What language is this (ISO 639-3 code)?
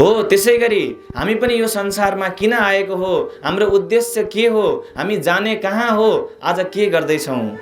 nep